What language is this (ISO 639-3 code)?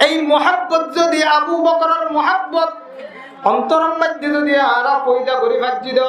rhg